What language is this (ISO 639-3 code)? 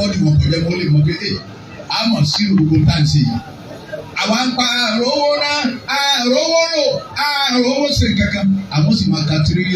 yor